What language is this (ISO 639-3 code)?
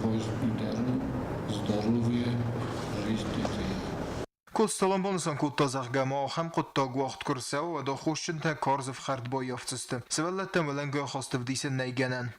oss